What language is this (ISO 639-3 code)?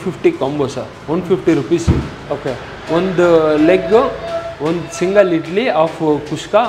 kan